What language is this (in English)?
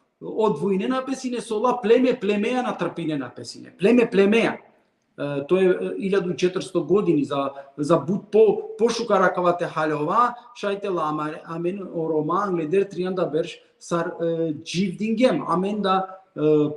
Balkan Romani